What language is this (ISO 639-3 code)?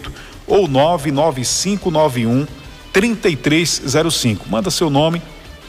por